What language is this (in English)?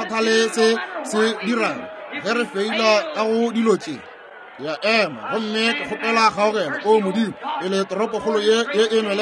Northern Sotho